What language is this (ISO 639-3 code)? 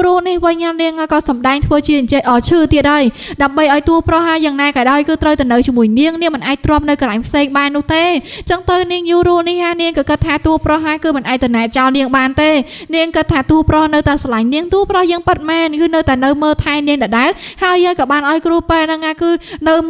khm